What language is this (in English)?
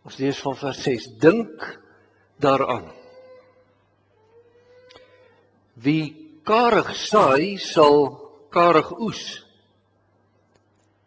Afrikaans